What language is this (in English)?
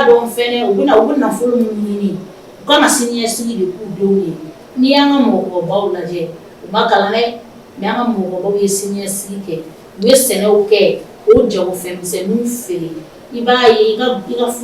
Bambara